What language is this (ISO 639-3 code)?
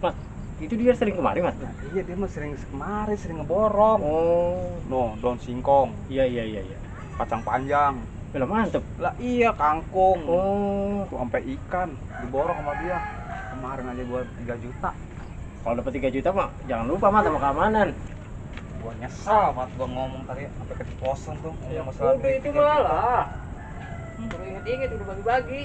bew